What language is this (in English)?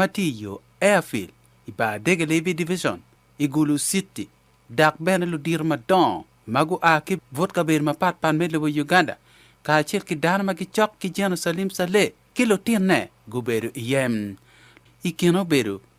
Acoli